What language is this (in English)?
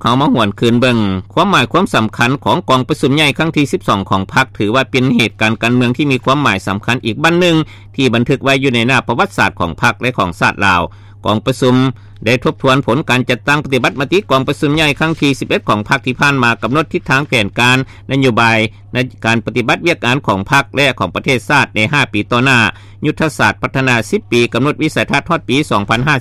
Lao